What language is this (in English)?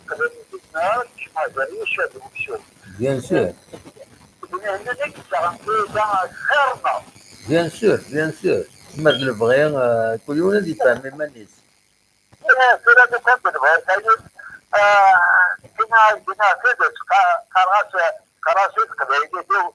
Kabyle